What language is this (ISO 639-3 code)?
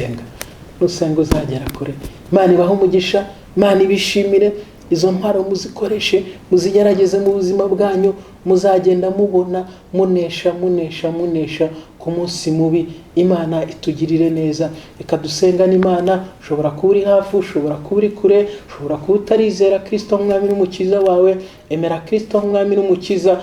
kin